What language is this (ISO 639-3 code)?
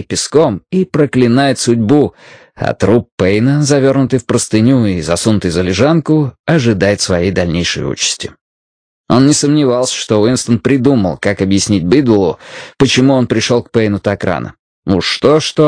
rus